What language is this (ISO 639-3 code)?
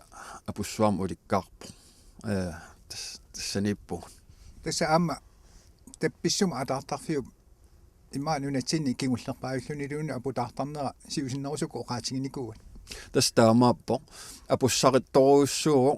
kal